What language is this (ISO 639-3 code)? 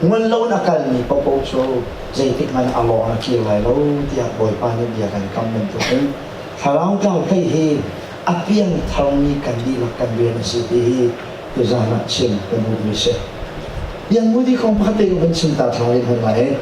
cnh